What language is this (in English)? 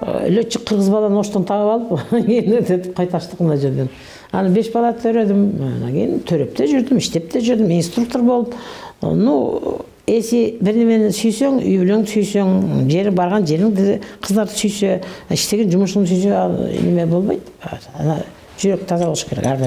Kyrgyz